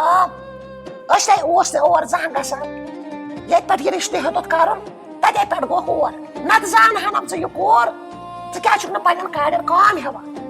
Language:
Kashmiri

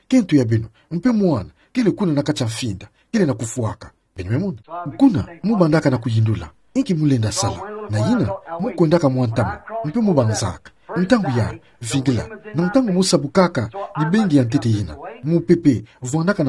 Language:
Kituba (Democratic Republic of Congo)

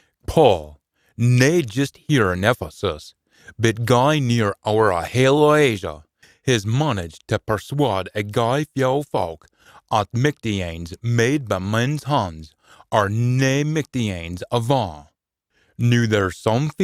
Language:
Scots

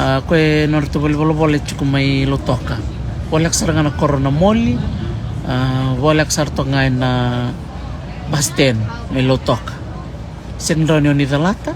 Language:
Fijian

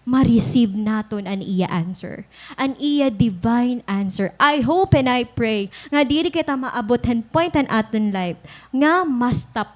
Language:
Waray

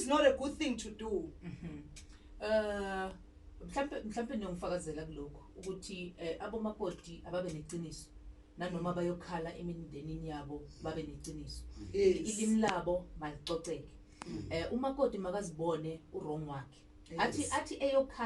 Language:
Zulu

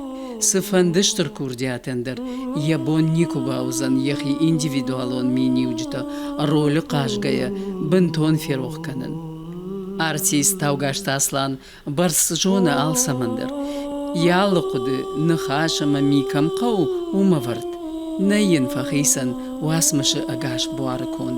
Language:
Ossetic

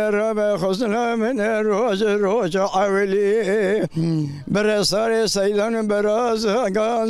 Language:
Zaza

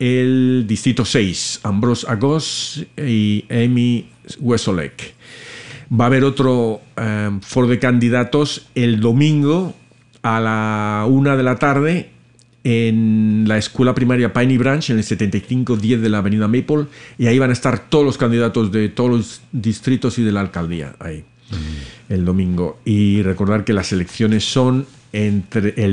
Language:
Spanish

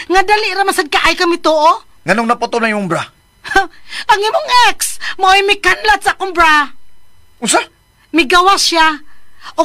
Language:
Cebuano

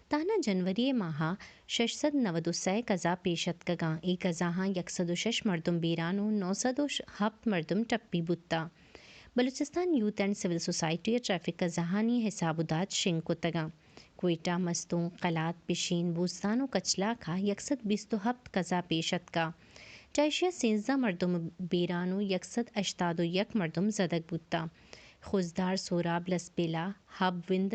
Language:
Baluchi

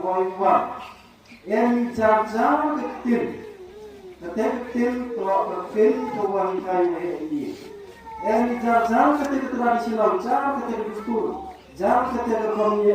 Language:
Khasi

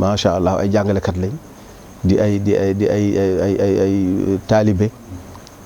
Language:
Wolof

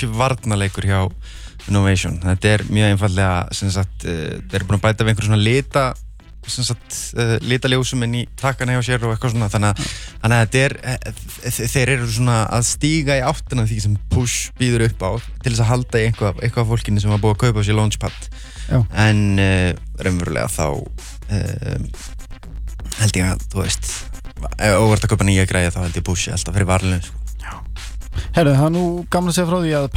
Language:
Icelandic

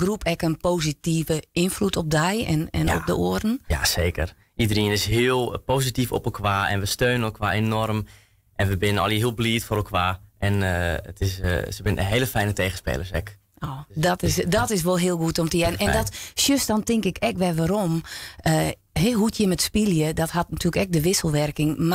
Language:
Western Frisian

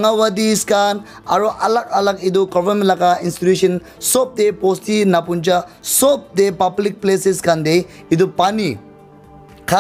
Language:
Naga Pidgin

